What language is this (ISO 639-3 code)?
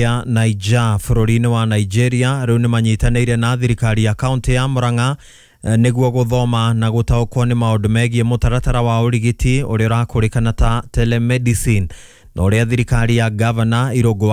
kik